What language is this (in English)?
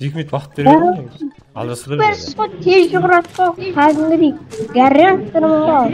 Kara-Kalpak